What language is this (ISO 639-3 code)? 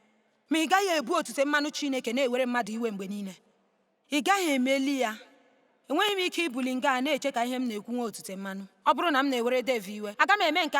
ibo